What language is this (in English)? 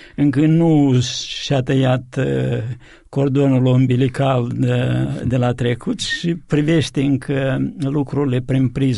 Romanian